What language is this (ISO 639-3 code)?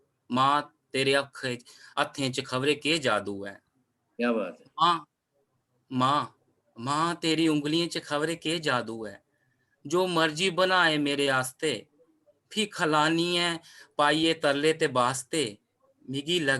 doi